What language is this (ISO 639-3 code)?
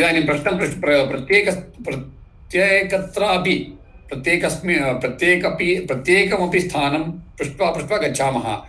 san